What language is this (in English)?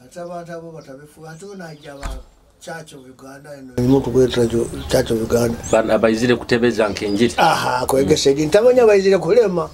Nyoro